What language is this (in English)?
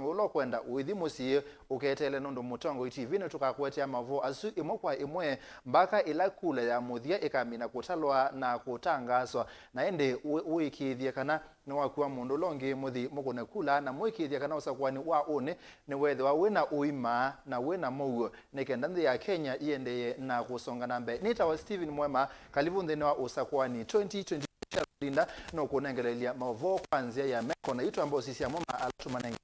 Kamba